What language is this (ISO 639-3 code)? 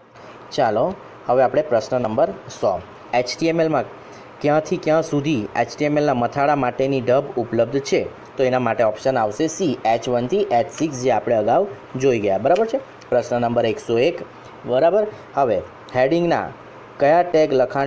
guj